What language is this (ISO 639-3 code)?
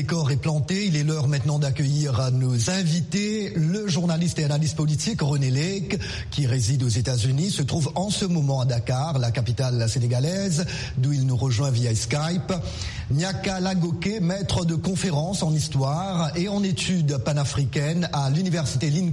fra